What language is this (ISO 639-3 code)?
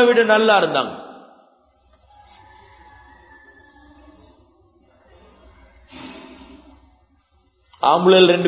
tam